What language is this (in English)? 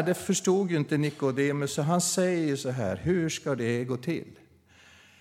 Swedish